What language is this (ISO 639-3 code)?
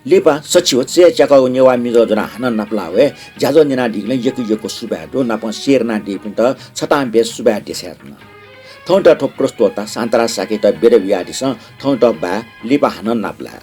new